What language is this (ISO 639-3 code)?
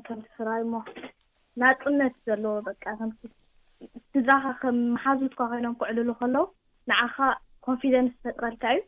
tir